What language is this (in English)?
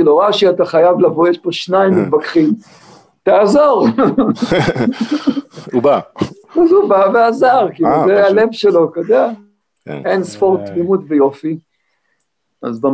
Hebrew